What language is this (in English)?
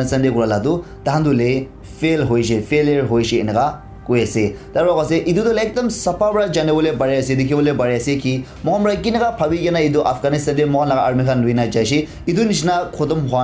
Naga Pidgin